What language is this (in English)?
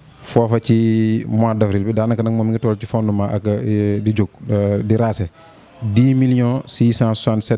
Wolof